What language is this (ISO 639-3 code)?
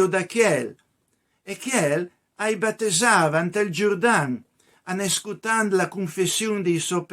pms